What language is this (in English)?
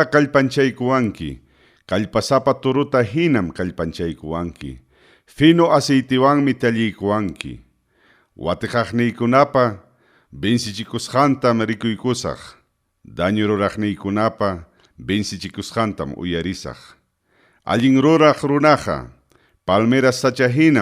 Ayacucho Quechua